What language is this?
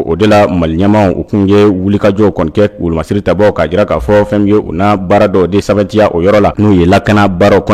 Bambara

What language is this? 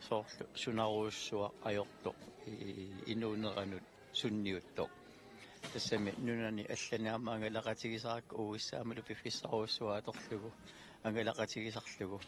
Kalaallisut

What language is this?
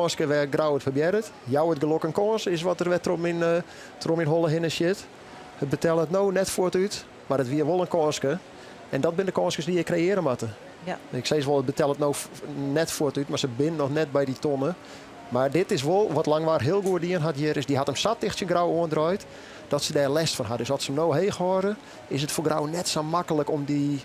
Western Frisian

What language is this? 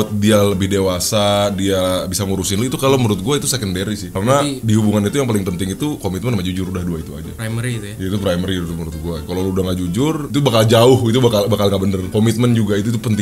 Indonesian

